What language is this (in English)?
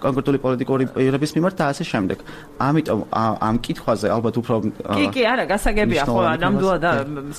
Georgian